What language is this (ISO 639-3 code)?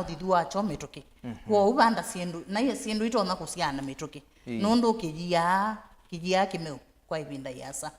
kam